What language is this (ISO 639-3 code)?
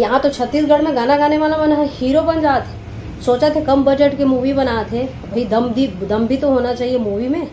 hne